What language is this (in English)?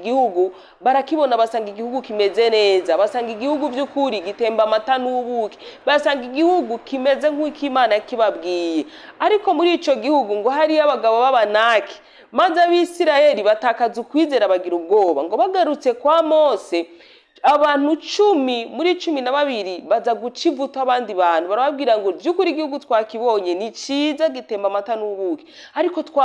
Rundi